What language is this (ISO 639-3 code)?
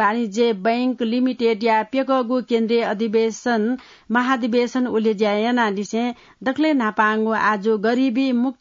new